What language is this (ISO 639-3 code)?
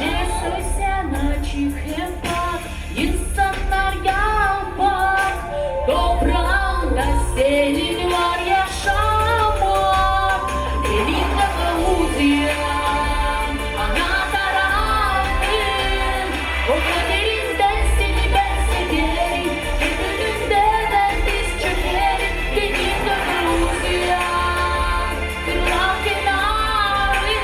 gag